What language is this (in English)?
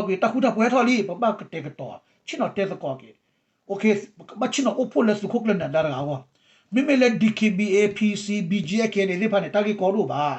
S'gaw Karen